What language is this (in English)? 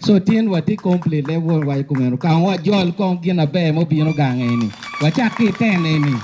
Acoli